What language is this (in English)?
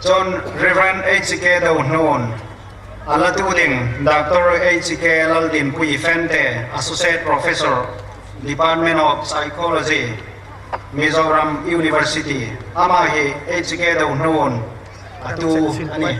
Hmar